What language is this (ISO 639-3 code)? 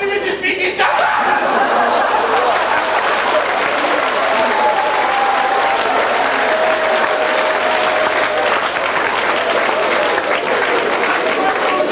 rus